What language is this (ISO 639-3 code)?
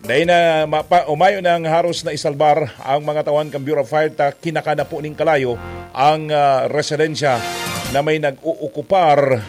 bik